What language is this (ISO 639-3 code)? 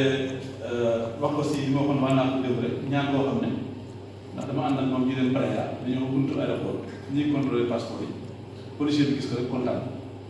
wol